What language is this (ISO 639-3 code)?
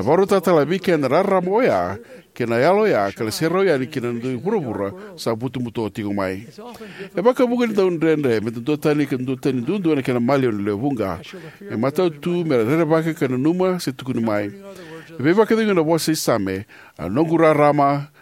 fij